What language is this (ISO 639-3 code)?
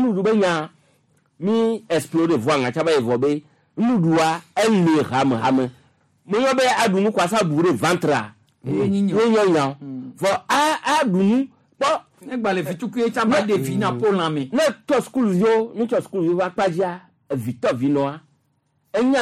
gej